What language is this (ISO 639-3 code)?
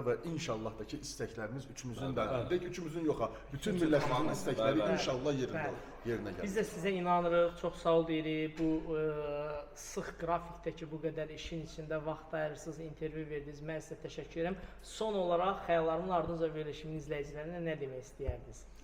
aze